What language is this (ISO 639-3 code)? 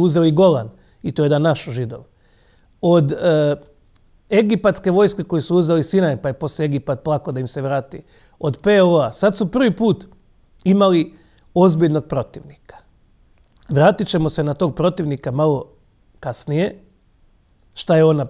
hrv